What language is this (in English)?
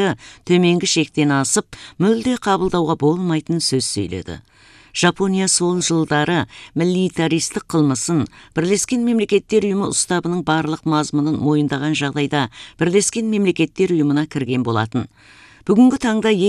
Kazakh